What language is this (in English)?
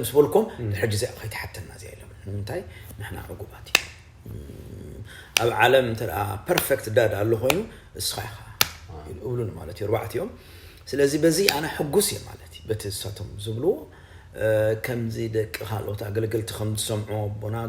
Tigrinya